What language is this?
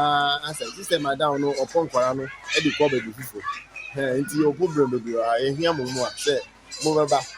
Akan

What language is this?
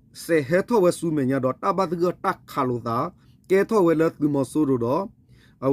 S'gaw Karen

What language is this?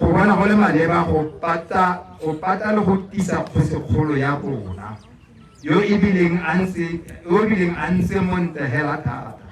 Tswana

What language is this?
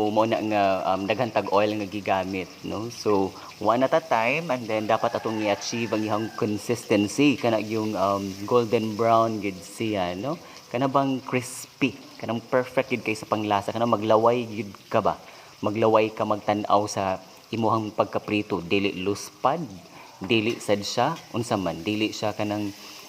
Cebuano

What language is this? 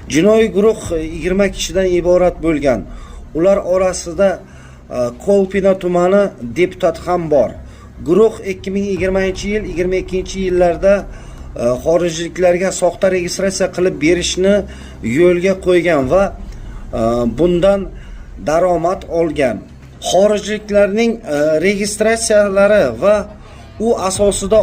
Uzbek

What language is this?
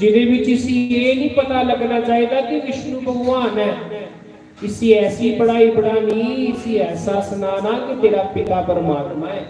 Dogri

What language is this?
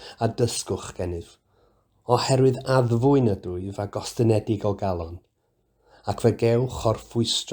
Welsh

